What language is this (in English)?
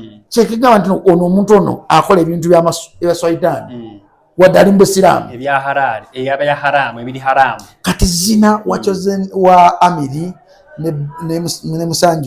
Ganda